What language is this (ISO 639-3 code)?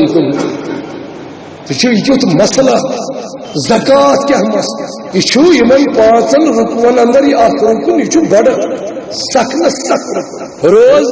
kas